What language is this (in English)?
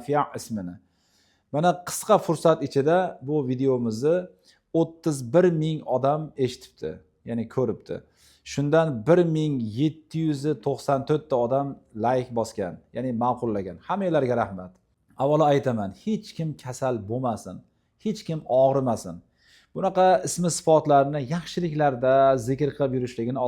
Uzbek